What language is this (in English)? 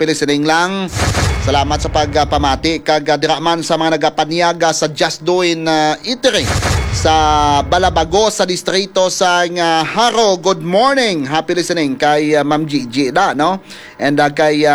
Hiligaynon